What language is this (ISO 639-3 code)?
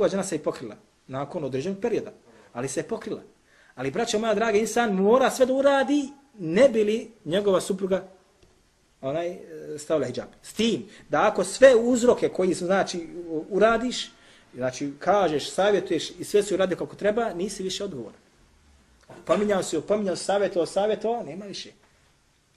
bos